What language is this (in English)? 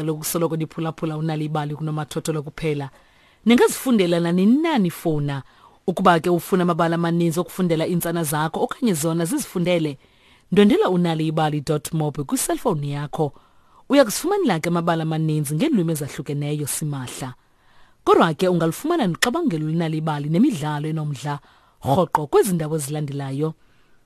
Xhosa